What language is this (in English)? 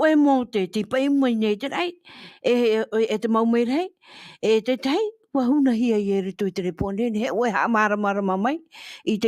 Tahitian